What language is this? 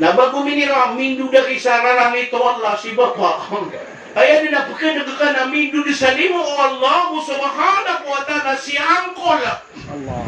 Maranao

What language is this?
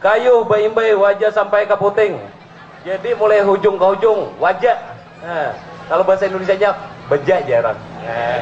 Banjar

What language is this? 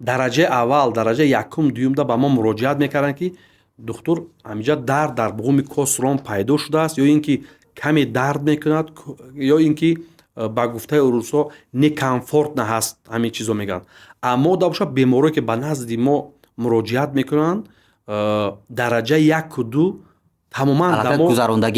Tajik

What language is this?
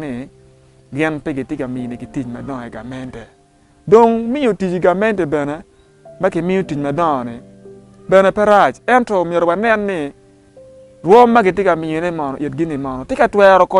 Acoli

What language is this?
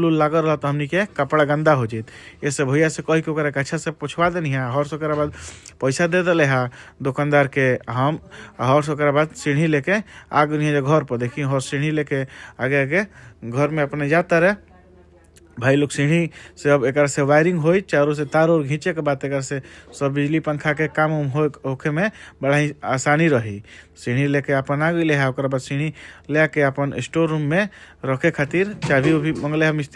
Bhojpuri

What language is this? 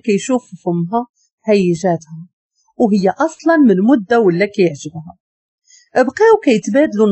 Moroccan Arabic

